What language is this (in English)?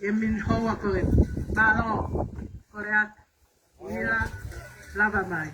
Tongan